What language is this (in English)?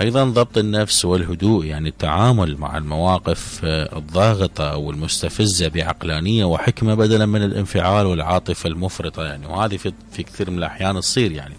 Mesopotamian Arabic